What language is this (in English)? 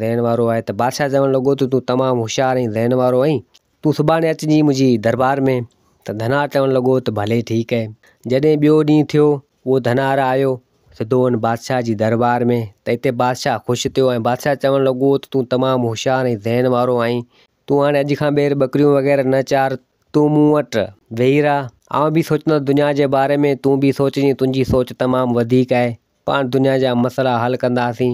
Sindhi